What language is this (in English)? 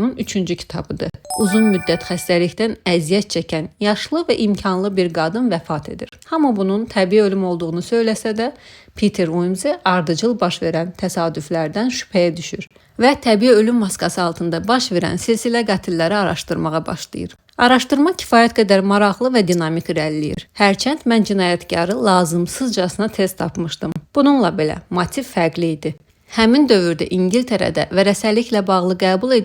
Azerbaijani